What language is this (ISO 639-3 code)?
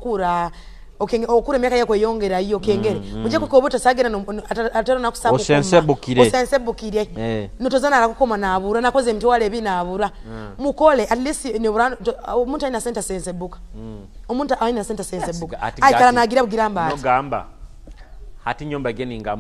ttj